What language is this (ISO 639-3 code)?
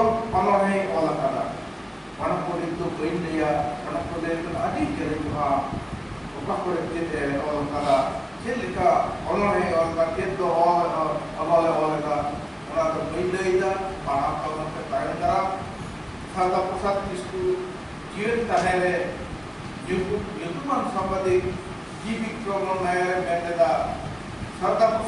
sat